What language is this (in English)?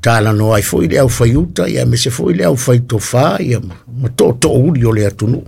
Samoan